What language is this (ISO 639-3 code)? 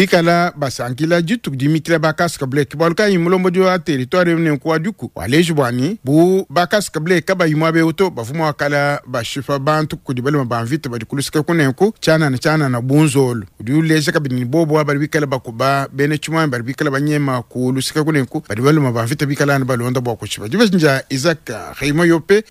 lua